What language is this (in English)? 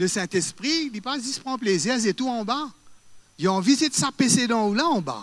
Morisyen